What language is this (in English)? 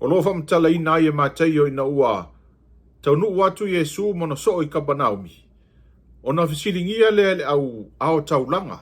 Samoan